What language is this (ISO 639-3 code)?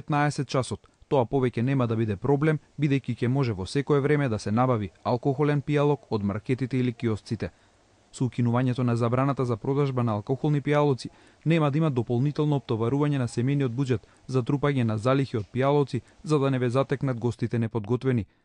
mkd